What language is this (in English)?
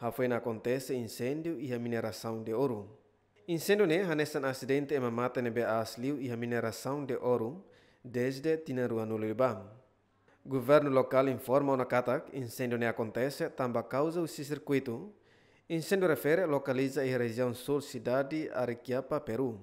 Tetum